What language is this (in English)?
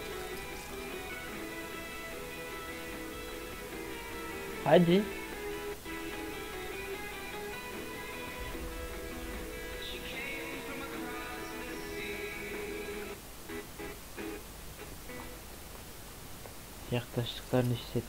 Turkish